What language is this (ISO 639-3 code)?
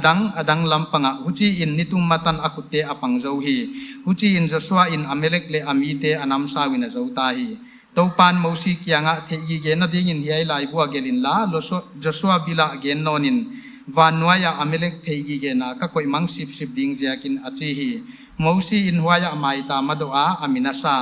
pck